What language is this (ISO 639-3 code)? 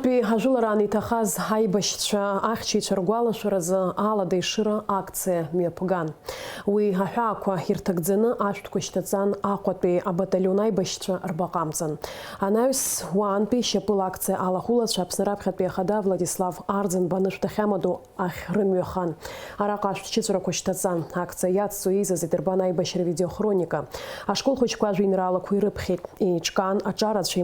abk